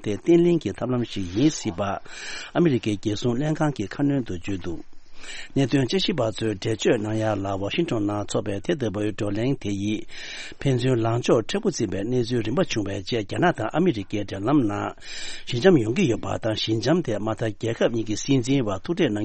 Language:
Tibetan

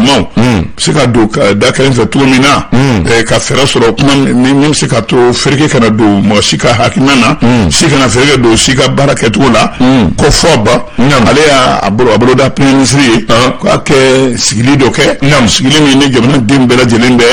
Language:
Bambara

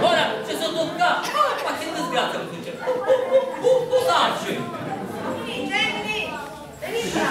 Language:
Sicilian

